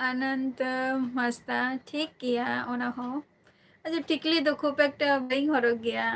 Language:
Santali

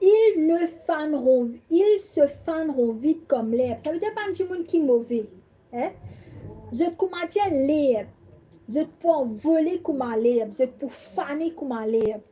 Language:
Morisyen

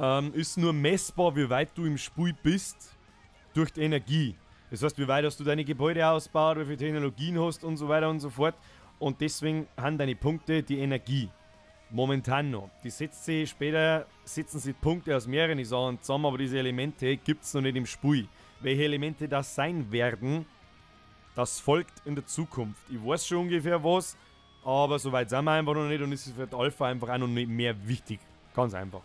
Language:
Bavarian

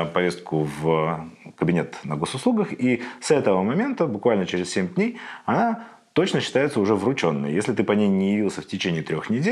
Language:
Russian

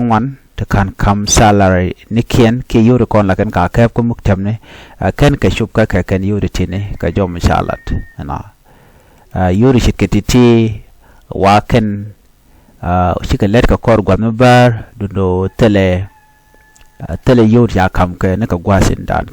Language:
Nuer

